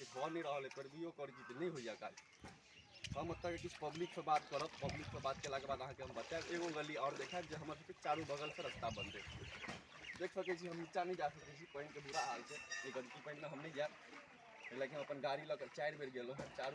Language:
Maithili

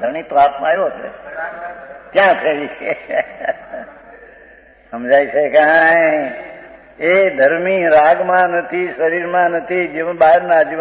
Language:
Gujarati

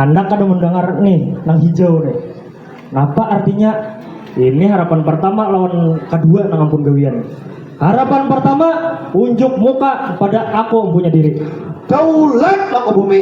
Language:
Banjar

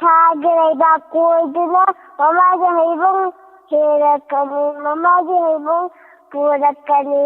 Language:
Manipuri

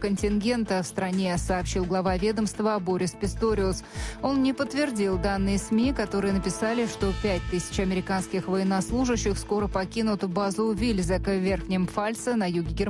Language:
Russian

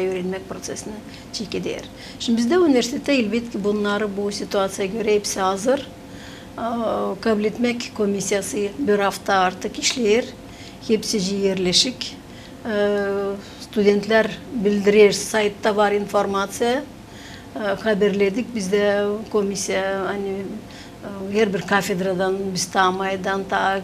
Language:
Gagauz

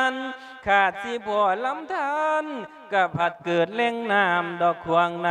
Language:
Lao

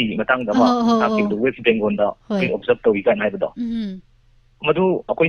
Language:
Manipuri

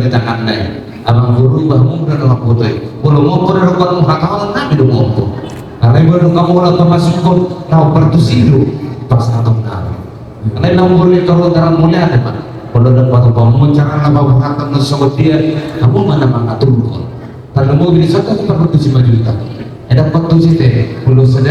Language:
Batak Toba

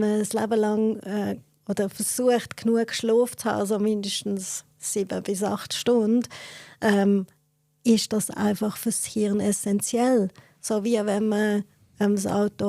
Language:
Swiss German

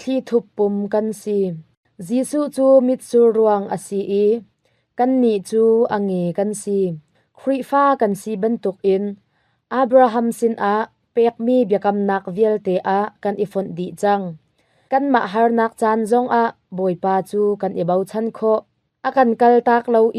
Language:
Hakha Chin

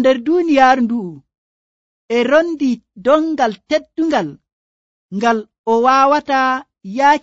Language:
Nigerian Fulfulde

